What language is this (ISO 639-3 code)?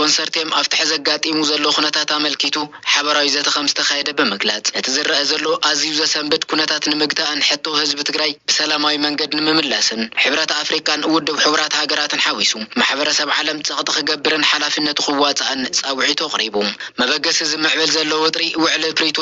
tir